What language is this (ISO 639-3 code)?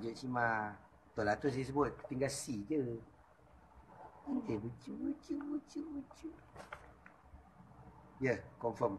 msa